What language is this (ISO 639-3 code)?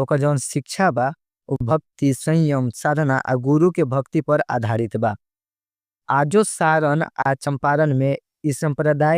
bho